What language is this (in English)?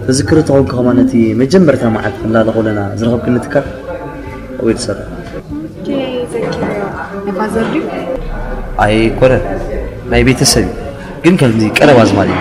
Tigrinya